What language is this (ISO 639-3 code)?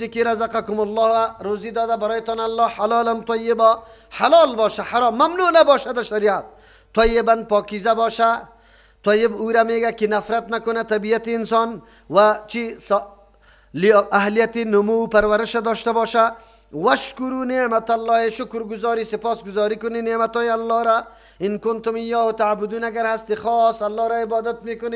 fas